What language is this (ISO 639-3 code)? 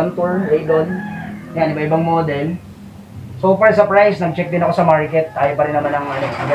fil